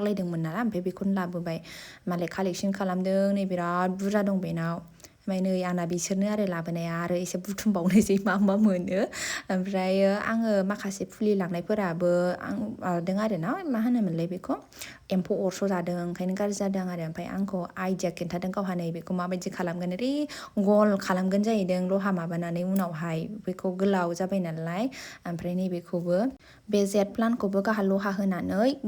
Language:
Bodo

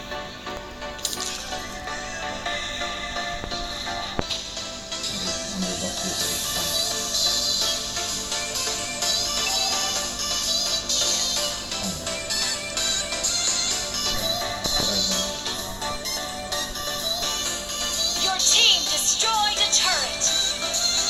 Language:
Indonesian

